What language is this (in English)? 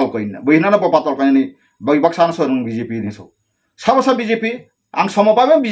Kok Borok